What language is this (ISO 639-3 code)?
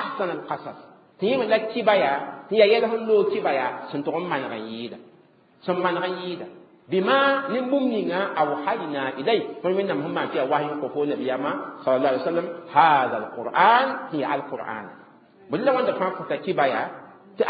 mos